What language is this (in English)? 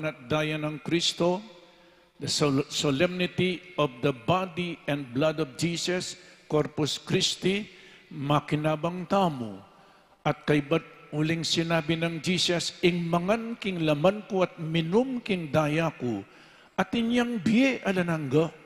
Pampanga